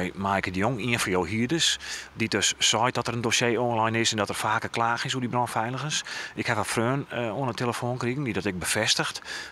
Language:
Western Frisian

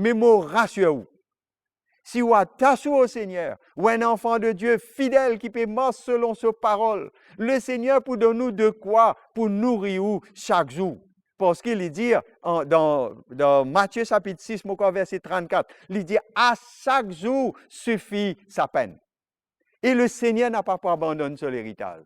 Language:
Morisyen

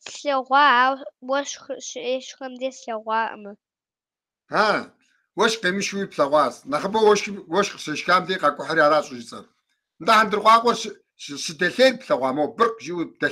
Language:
Kabardian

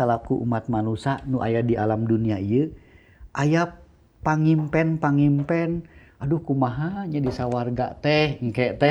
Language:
Sundanese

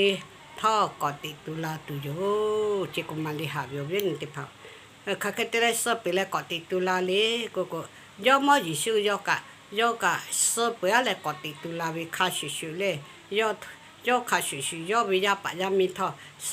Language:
Lahu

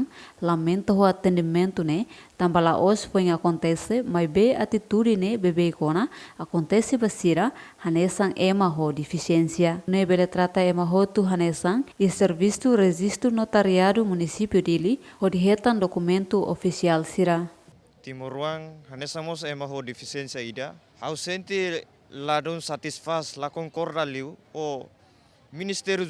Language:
Tetum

